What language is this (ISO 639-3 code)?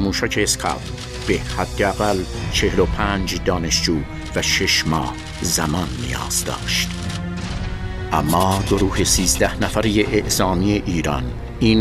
fas